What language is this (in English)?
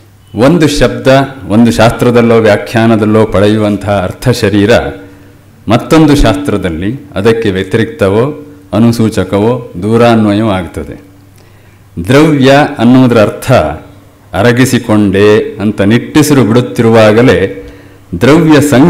Kannada